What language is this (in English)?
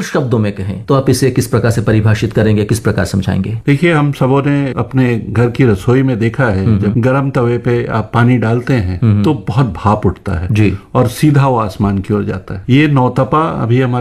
Hindi